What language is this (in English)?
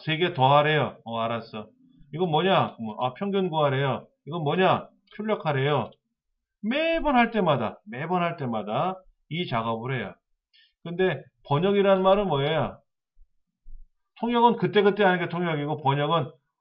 Korean